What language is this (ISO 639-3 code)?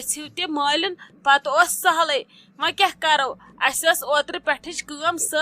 kas